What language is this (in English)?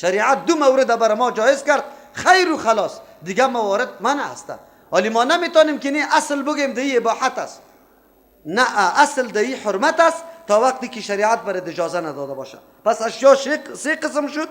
Persian